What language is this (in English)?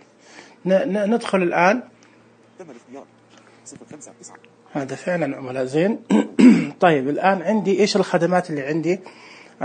Najdi Arabic